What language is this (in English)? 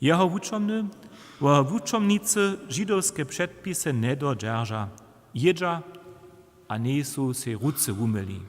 Upper Sorbian